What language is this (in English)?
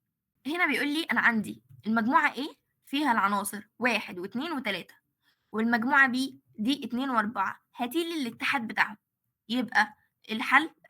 Egyptian Arabic